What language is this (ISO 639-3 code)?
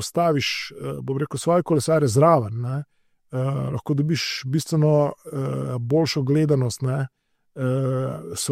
slv